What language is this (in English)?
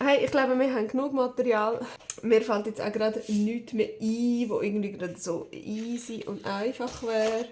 Swiss German